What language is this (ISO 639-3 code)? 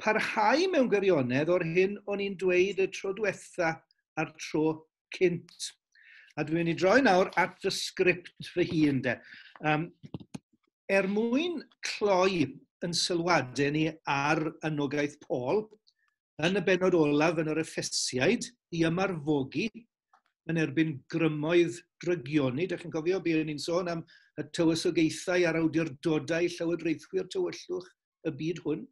cym